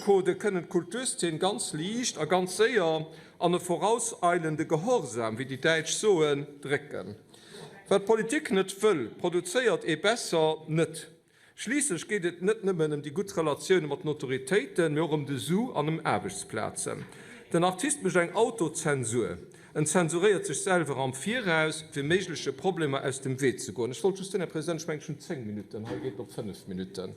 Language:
Luxembourgish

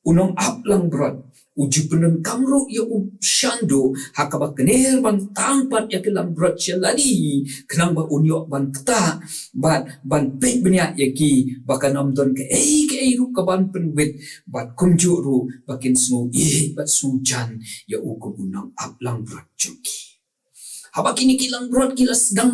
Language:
Khasi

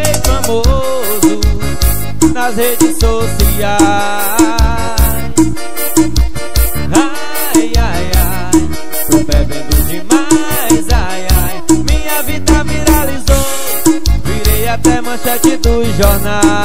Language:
Portuguese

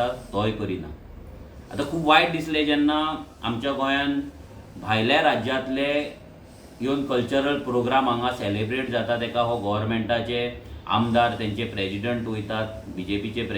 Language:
Konkani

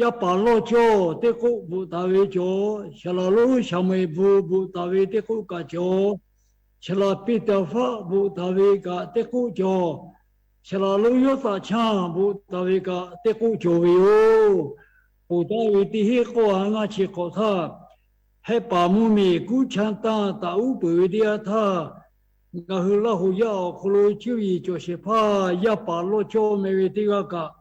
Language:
Lahu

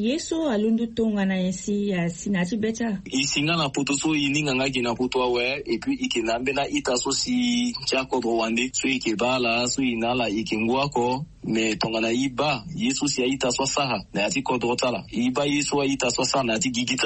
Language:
Sango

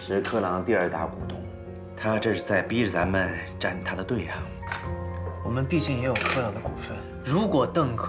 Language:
Chinese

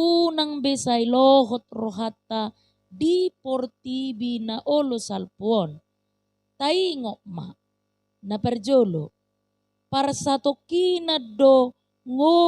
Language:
Batak Toba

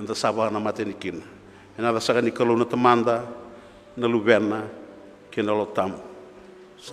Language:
Fijian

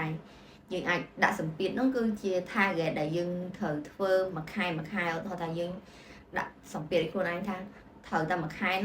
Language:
Khmer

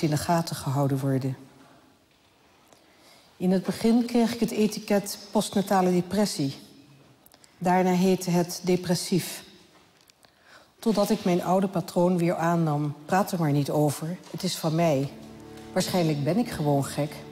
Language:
Dutch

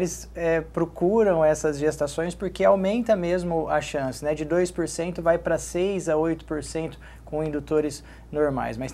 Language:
Portuguese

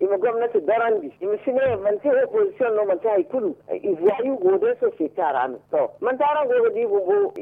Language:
Zarma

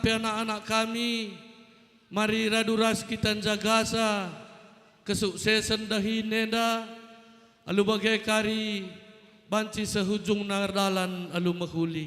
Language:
Batak Karo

